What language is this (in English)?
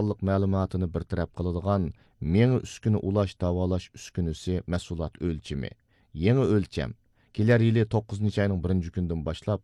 Uyghur